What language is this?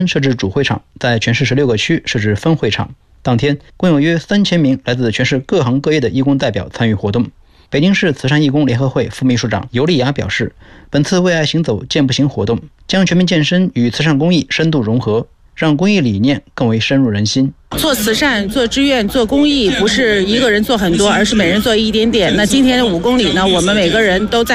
Chinese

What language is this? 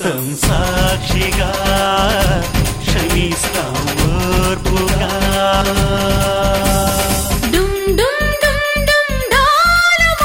Telugu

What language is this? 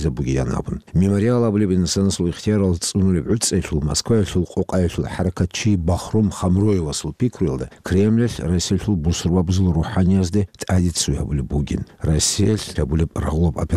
Avaric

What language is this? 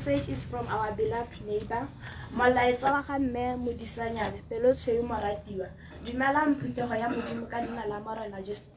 Tswana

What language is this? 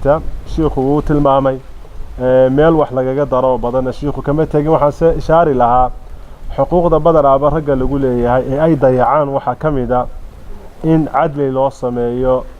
Somali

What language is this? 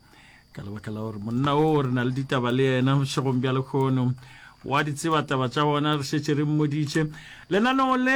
Northern Sotho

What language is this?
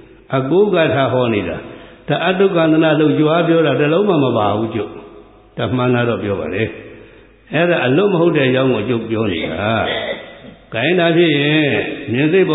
Burmese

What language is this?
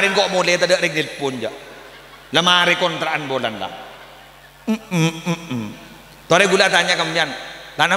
Madurese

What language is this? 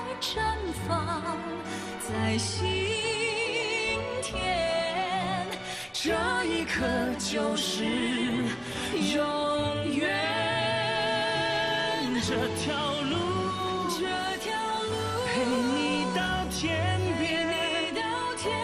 Chinese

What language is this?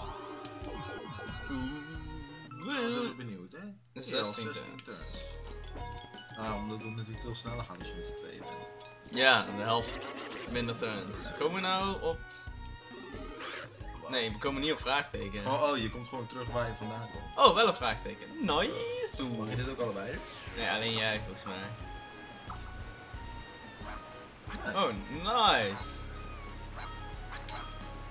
Dutch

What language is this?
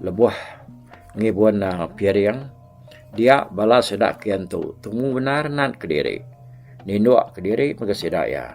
Iban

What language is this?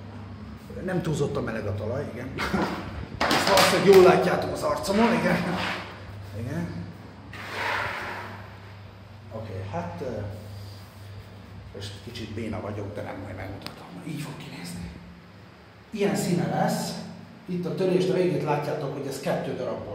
Hungarian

